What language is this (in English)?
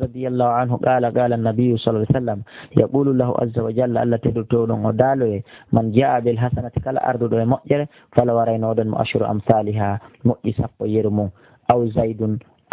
Pular